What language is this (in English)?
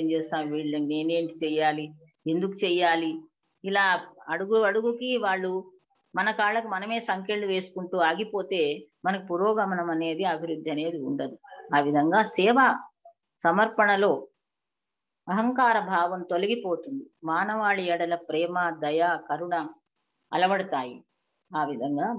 Telugu